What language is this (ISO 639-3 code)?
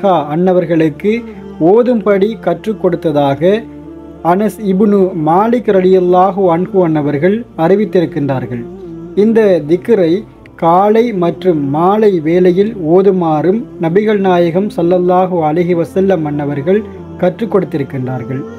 tam